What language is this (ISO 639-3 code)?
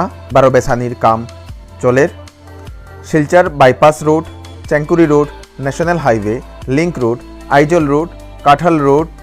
bpy